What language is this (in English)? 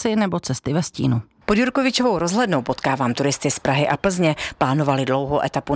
Czech